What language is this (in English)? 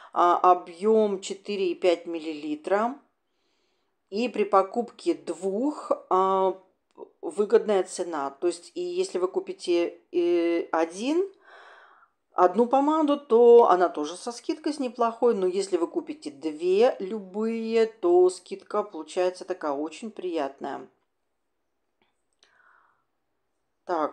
Russian